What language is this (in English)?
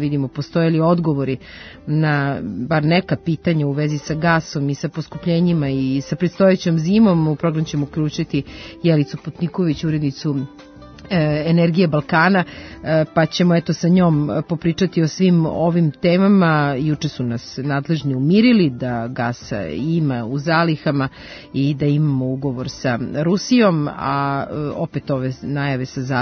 Serbian